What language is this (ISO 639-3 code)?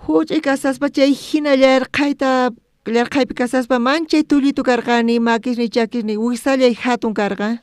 quh